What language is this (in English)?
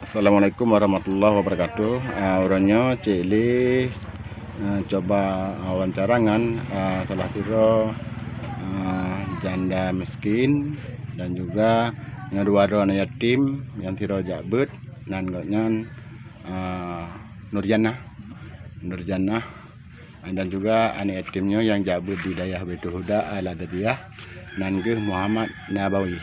Achinese